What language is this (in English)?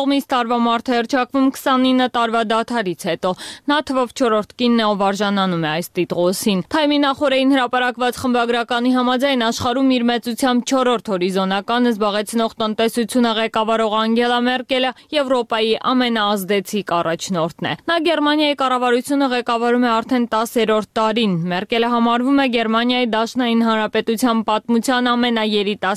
Armenian